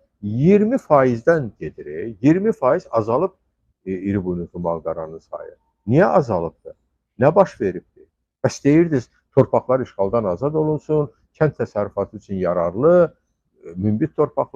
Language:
Azerbaijani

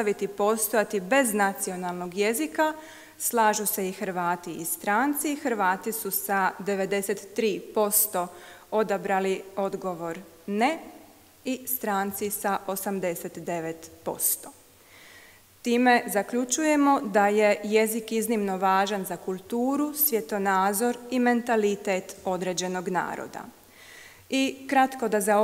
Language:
Croatian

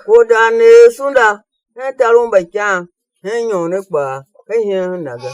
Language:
Tiv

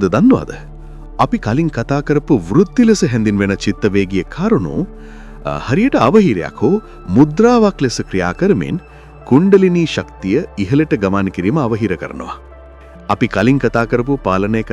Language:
Sinhala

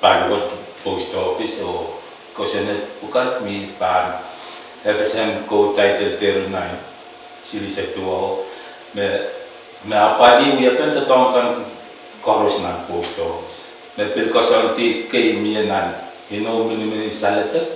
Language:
Pohnpeian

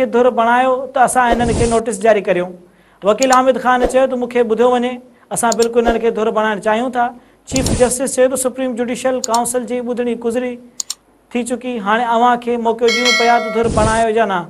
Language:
Sindhi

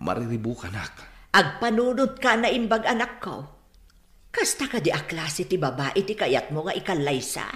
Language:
Iloko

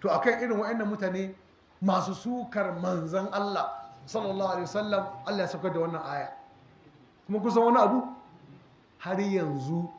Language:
Hausa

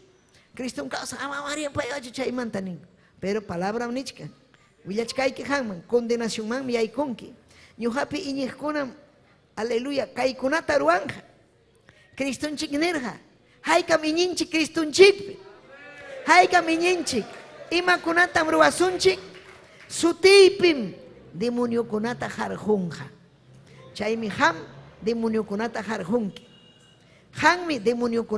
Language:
Ayacucho Quechua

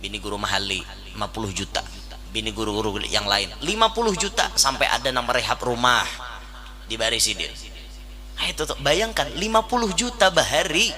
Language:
Banjar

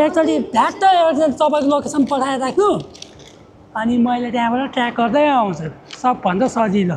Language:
Nepali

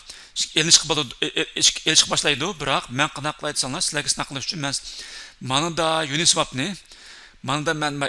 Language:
Uyghur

